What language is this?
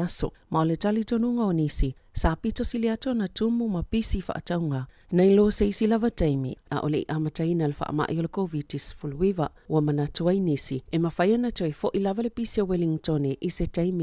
Samoan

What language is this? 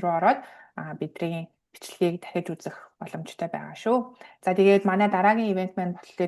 Mongolian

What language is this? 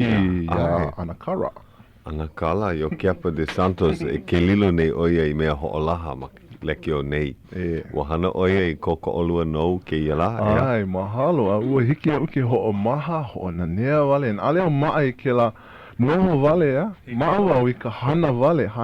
Hawaiian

